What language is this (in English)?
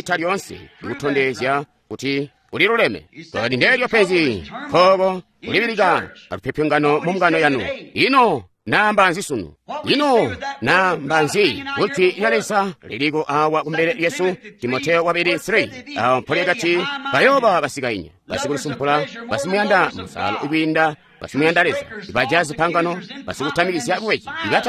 Tonga (Zambia)